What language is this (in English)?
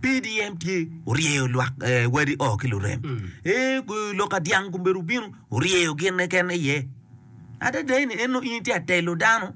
Acoli